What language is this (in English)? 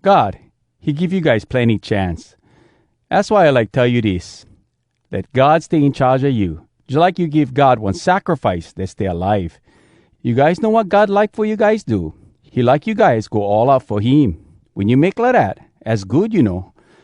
Hawai'i Creole English